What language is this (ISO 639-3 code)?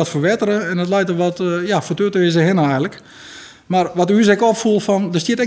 fry